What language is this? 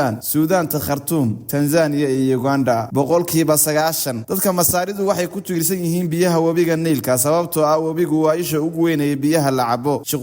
Somali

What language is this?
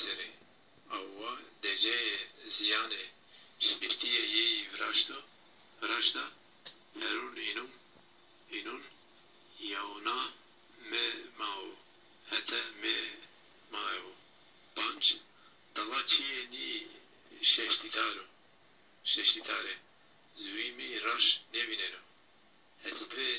Zaza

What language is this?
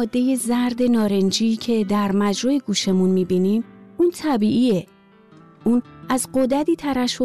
Persian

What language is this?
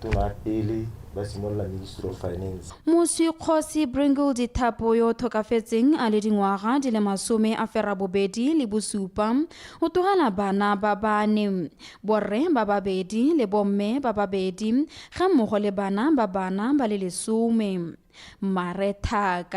Tswana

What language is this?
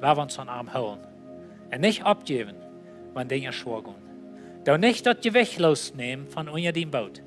Plautdietsch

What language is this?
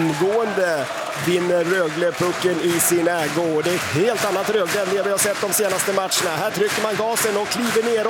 Swedish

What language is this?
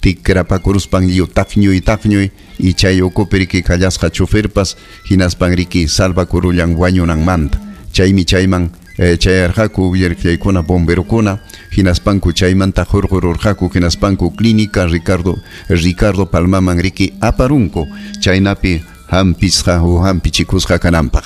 Ayacucho Quechua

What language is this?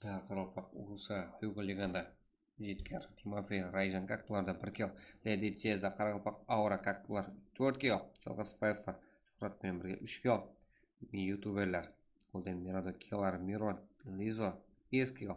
Kara-Kalpak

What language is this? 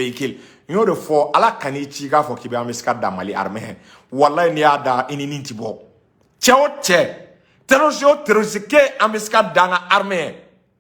Bambara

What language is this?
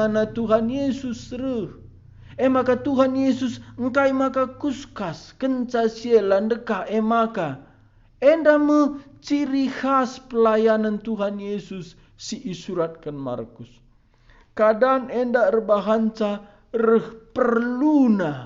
Batak Karo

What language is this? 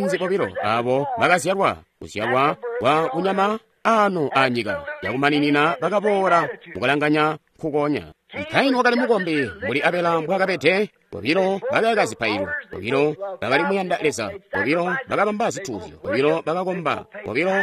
Tonga (Zambia)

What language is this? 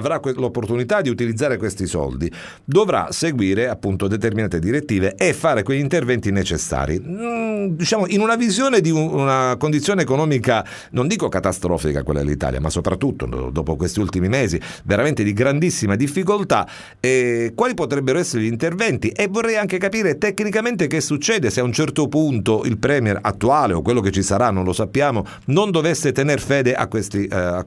Italian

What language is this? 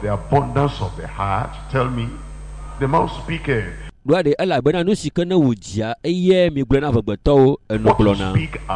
Ewe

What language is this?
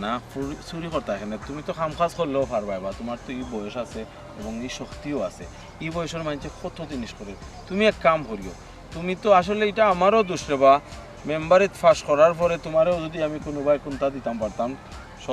Sylheti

